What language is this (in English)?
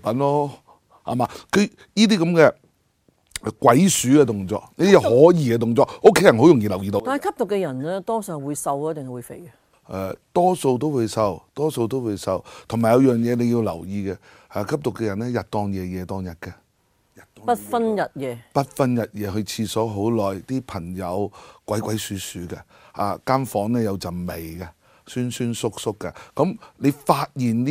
Cantonese